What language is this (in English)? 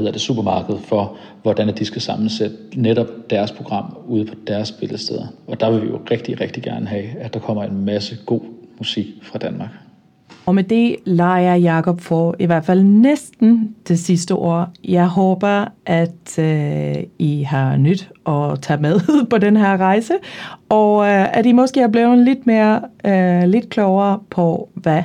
Danish